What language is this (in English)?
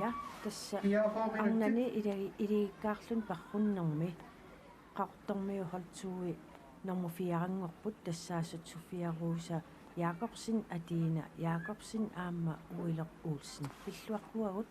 Kalaallisut